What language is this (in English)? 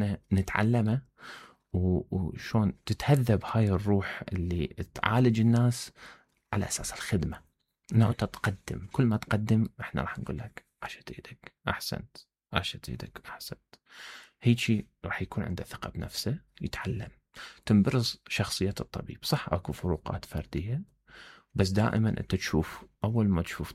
Mesopotamian Arabic